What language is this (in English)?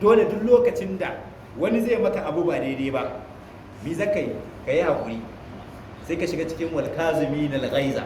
Hausa